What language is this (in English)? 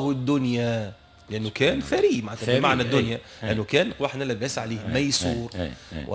Tunisian Arabic